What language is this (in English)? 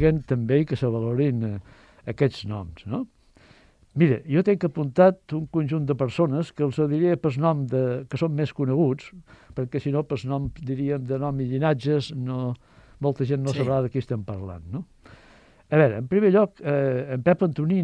Catalan